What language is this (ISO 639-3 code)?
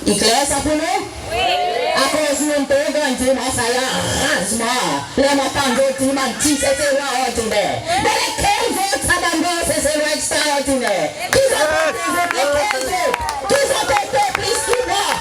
crs